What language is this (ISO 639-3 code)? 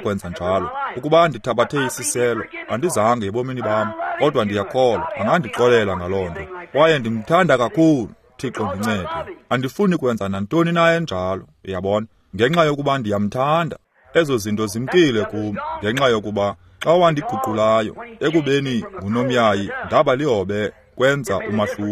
xho